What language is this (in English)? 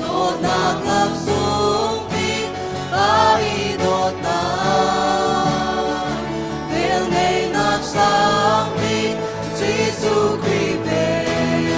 Hakha Chin